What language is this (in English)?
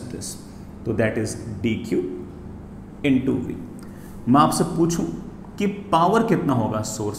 Hindi